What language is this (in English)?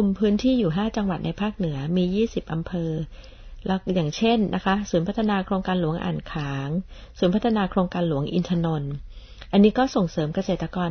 Thai